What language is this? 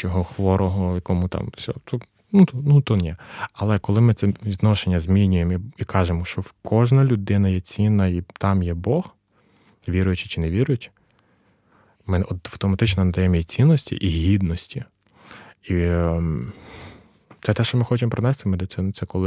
Ukrainian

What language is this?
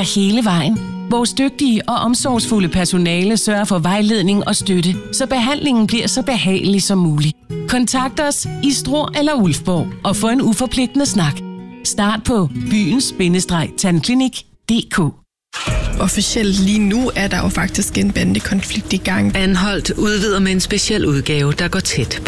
Danish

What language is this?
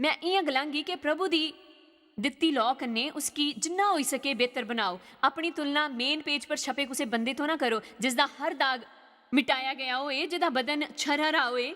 Dogri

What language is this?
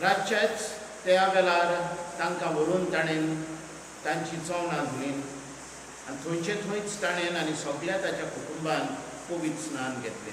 Konkani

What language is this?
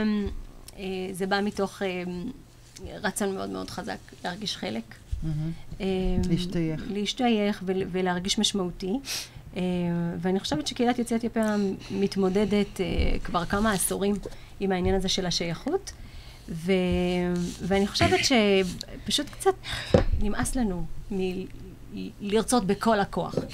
Hebrew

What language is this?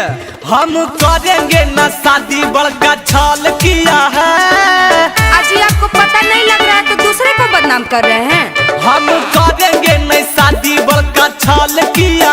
Magahi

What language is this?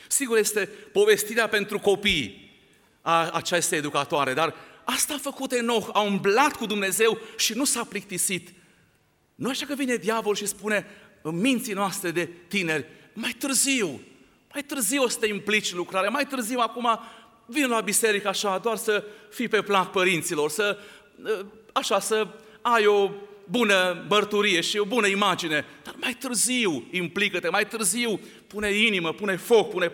Romanian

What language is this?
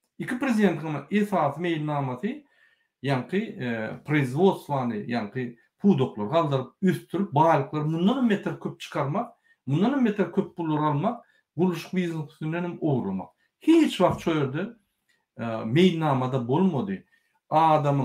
Turkmen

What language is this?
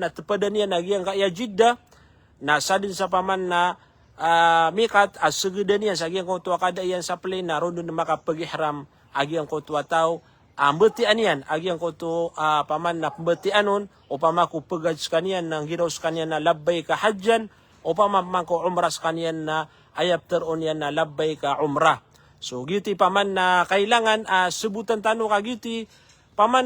Maranao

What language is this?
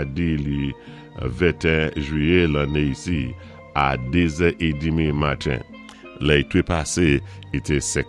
Saint Lucian Creole French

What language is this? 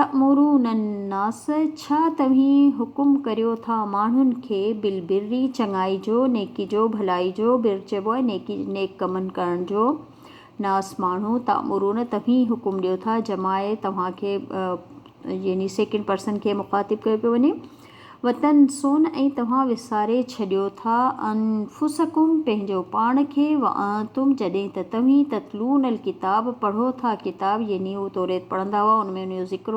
Sindhi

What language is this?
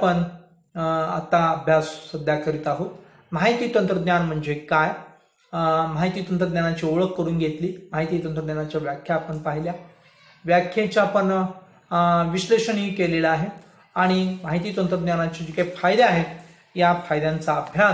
Marathi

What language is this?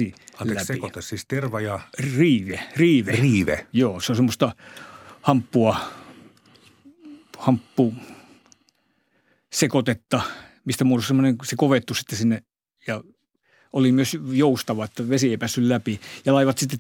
Finnish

